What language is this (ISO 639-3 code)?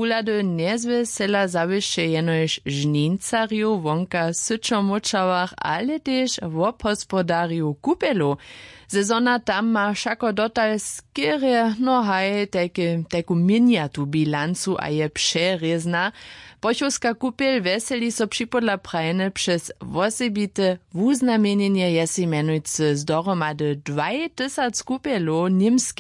hsb